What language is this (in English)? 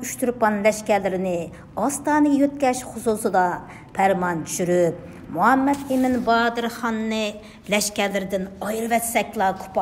Uyghur